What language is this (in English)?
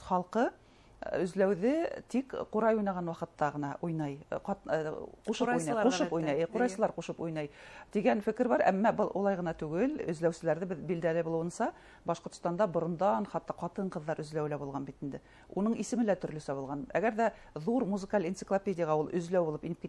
Bashkir